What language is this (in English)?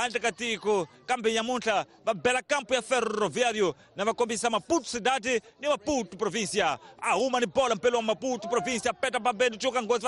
Tsonga